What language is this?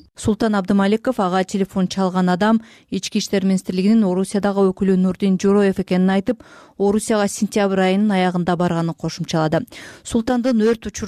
Kyrgyz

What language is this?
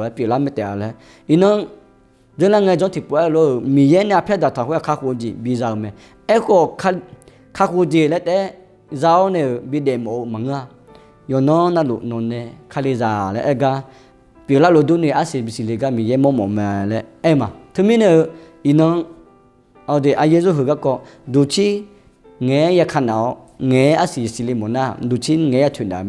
Akha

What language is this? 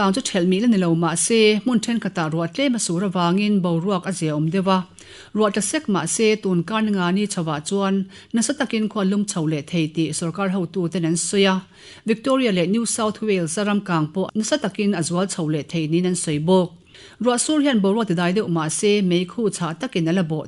Mizo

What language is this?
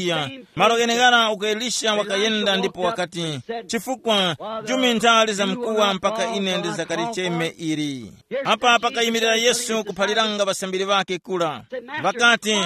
Tumbuka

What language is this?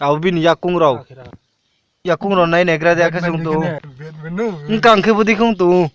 Riang (India)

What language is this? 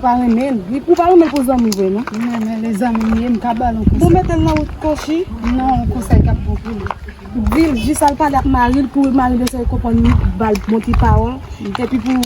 Haitian Creole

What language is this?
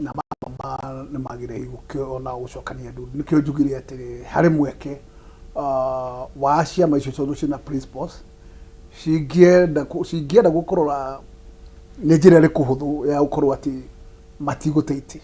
Kikuyu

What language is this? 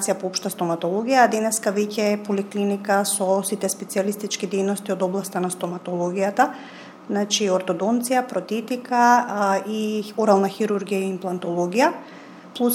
Macedonian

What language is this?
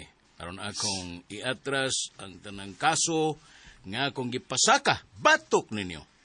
Cebuano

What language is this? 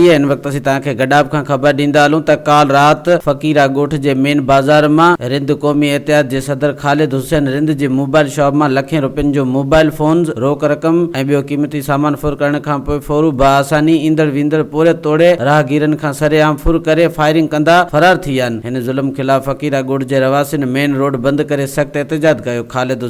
Sindhi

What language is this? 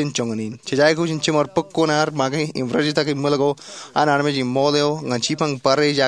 Marshallese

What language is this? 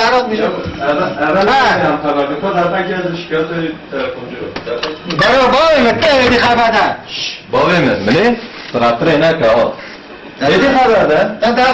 Kurdish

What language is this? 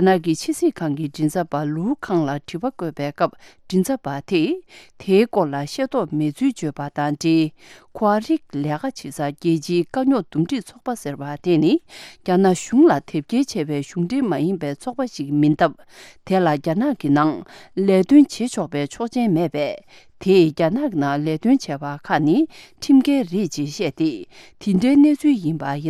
Tibetan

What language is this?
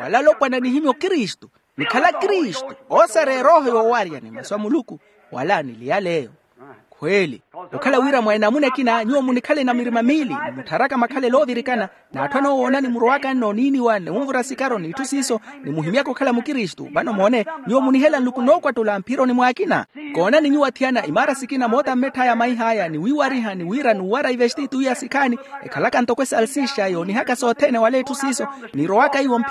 Makhuwa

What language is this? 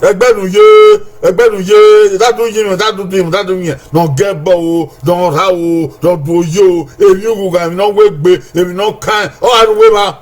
Bini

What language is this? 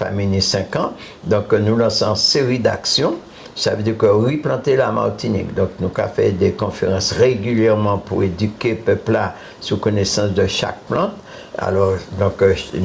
Guadeloupean Creole French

